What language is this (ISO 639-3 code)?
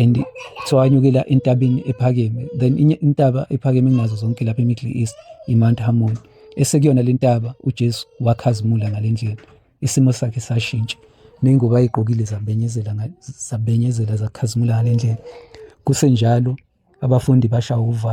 zul